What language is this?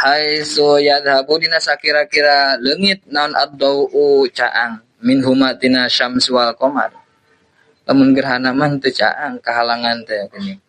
Sundanese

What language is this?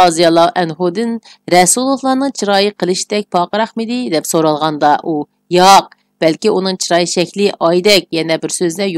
Uyghur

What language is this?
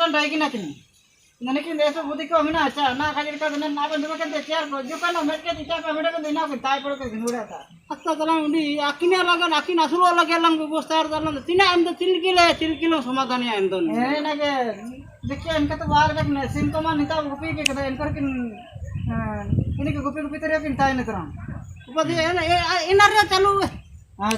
Ho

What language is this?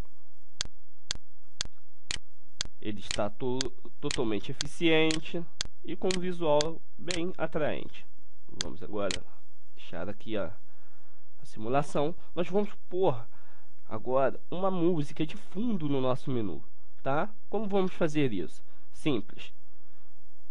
Portuguese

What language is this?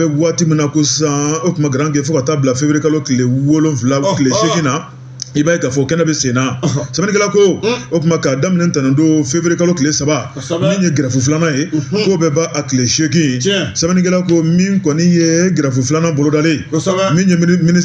Bambara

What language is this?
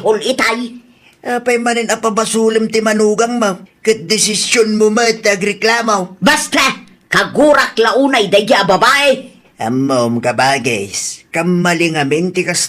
Iloko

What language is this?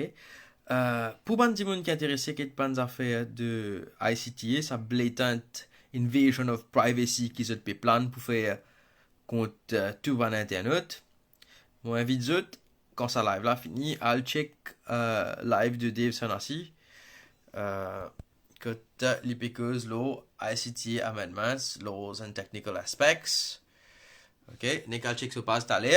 Morisyen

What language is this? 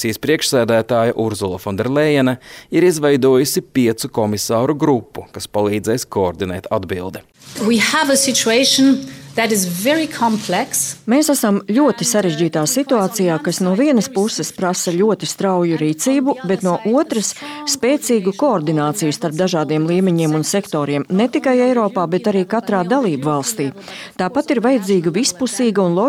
Latvian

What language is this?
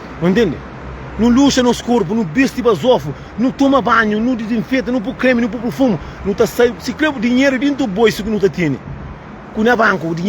Kabuverdianu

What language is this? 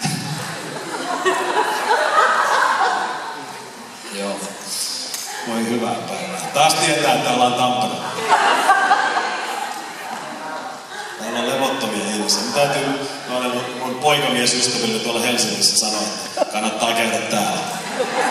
Finnish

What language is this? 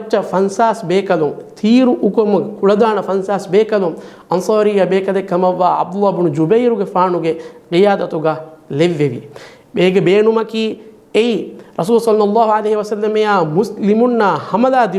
Divehi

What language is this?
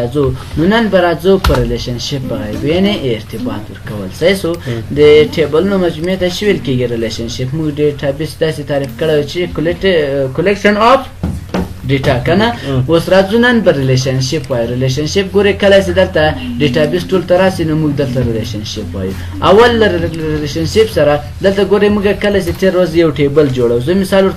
Pashto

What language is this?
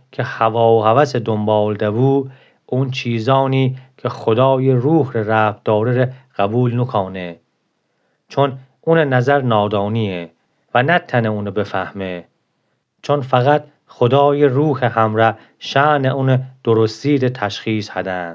Gilaki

